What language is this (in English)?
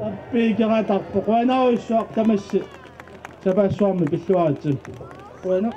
Kalaallisut